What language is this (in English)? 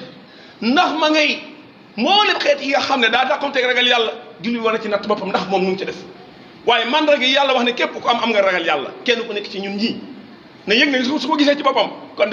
Wolof